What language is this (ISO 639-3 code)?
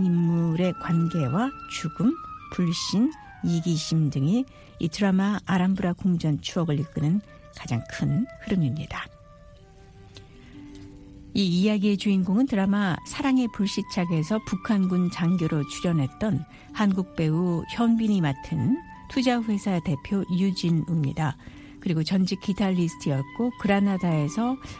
kor